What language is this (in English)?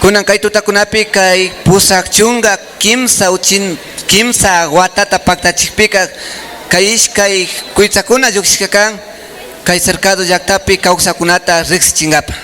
Imbabura Highland Quichua